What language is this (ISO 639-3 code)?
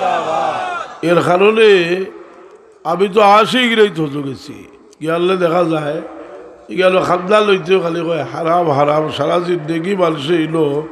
syl